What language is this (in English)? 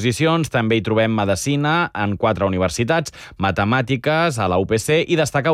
Catalan